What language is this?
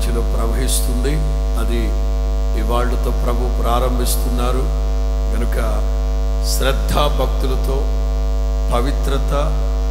Telugu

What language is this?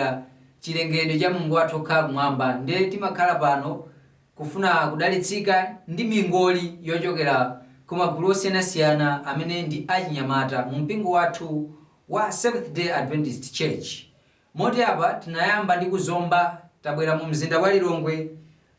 Nyanja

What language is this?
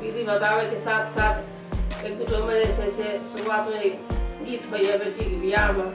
Maithili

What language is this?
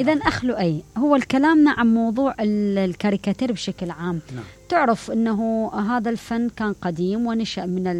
Mesopotamian Arabic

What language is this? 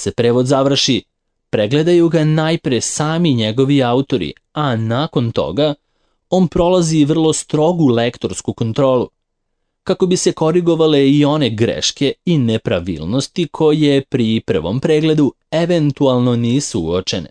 Serbian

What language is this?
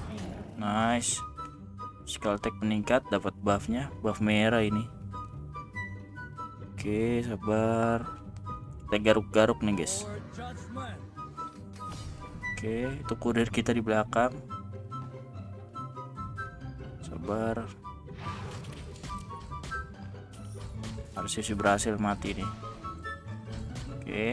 Indonesian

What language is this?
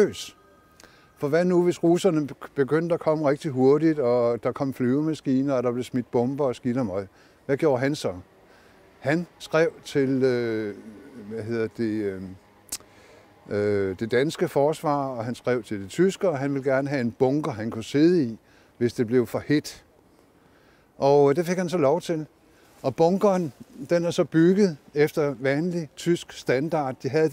Danish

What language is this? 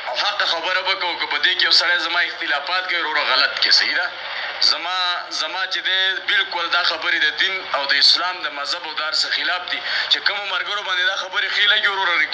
Pashto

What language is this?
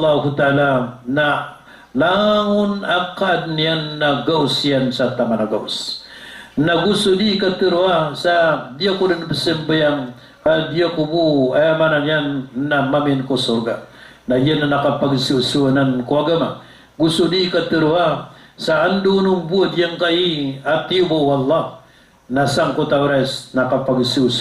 Maranao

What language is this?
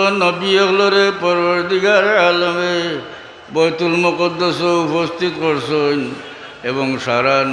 Sylheti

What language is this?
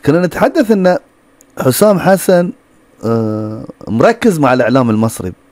Gulf Arabic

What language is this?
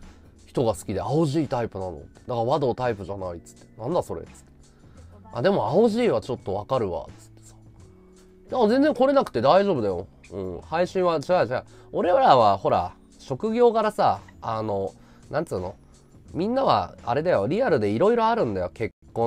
Japanese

